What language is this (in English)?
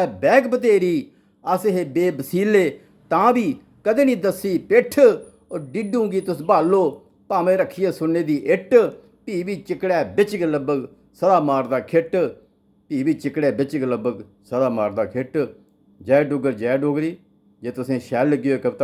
Dogri